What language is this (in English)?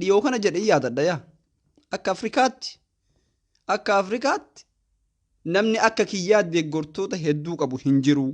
Oromo